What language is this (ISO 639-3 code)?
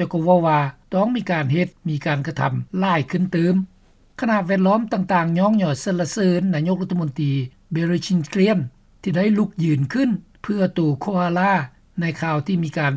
lao